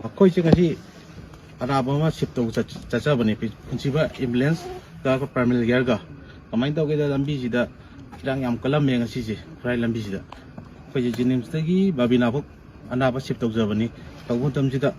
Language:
Manipuri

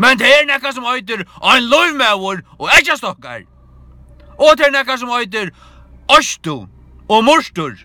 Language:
Faroese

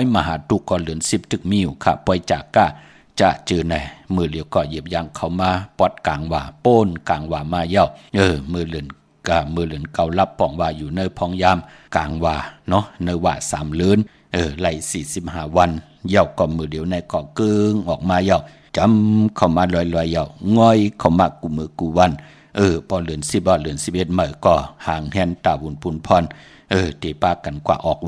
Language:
Shan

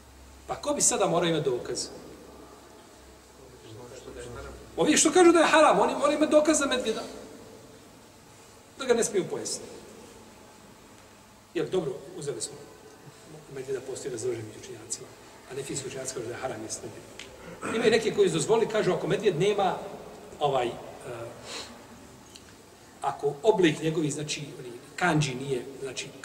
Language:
Bosnian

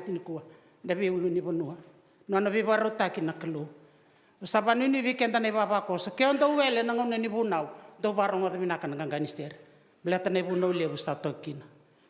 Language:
Fijian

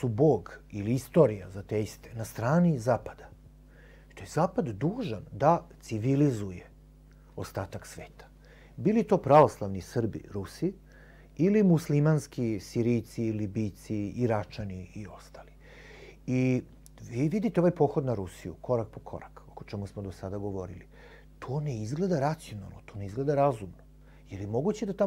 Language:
Serbian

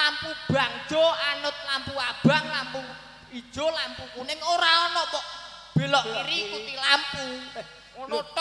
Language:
Javanese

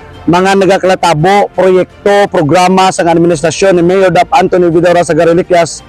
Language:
Hiligaynon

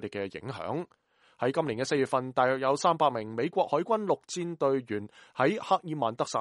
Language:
Cantonese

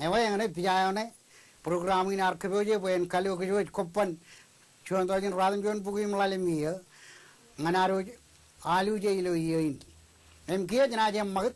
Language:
Marshallese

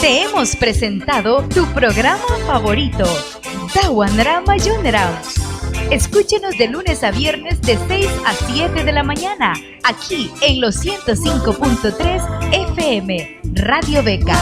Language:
Mískito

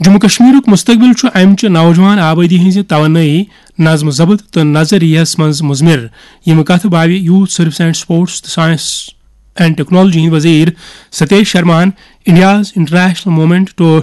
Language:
Kashmiri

